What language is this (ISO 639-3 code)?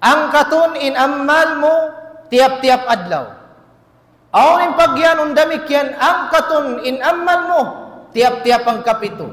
tsg